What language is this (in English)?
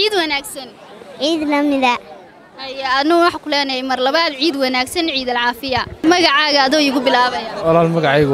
Somali